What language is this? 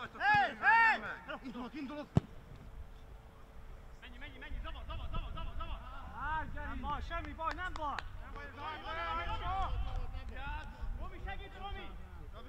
Hungarian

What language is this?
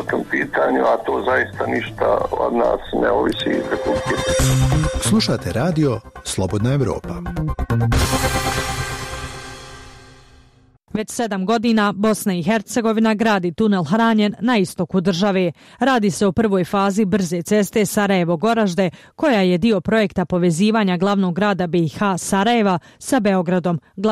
Bosnian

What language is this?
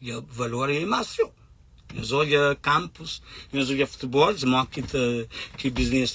Kabuverdianu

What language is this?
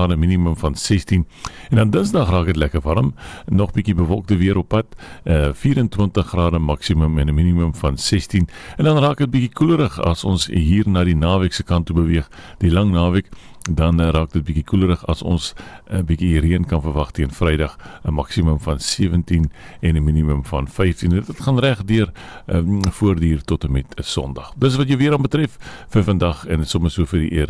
Afrikaans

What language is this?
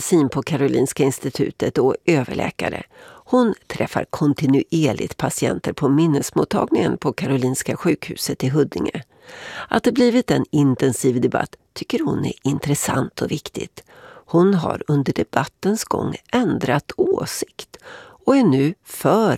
Swedish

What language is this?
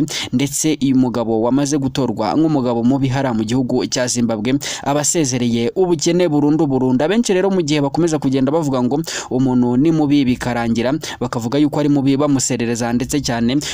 Kinyarwanda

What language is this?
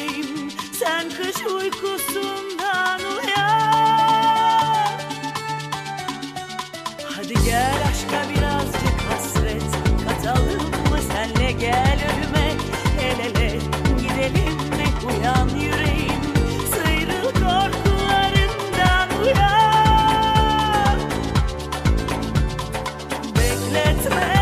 Turkish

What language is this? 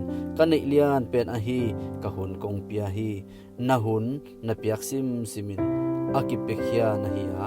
Tedim Chin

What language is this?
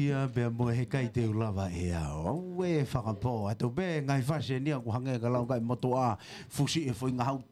Tongan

